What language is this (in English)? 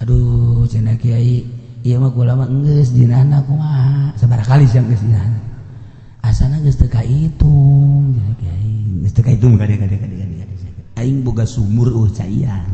Sundanese